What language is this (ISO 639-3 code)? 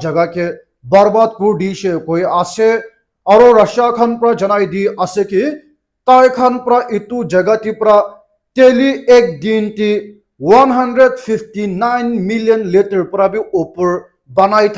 nag